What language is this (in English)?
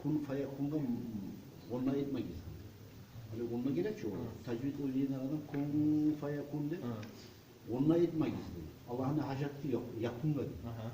Kumyk